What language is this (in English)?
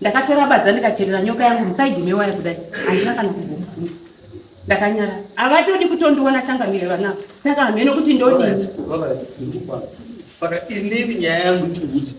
Shona